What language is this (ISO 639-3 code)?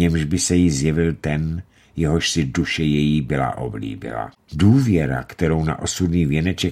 ces